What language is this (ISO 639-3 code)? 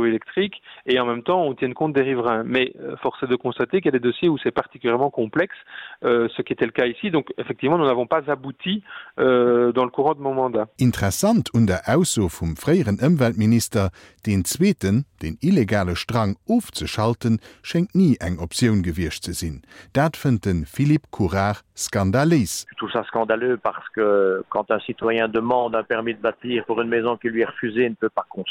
ltz